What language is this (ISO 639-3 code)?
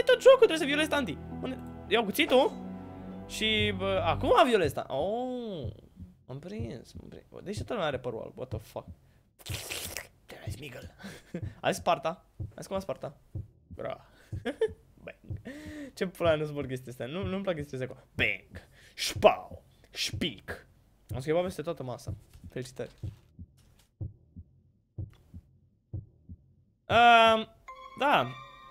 ron